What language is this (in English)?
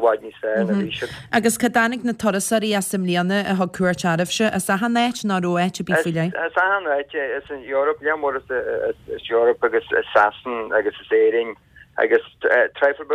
Irish